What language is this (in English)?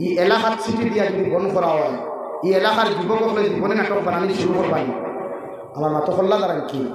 Sylheti